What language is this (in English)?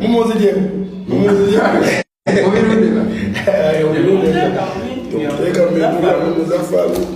Ganda